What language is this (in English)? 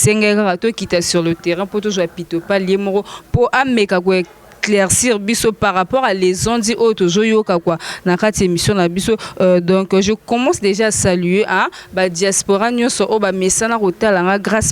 Lingala